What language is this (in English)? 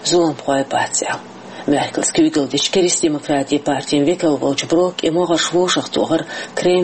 Chechen